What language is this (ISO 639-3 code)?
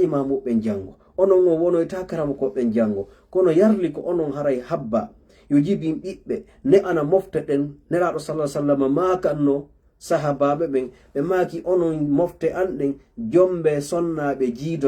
ful